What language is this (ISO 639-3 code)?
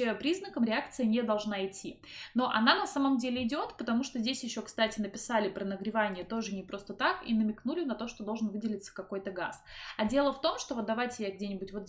rus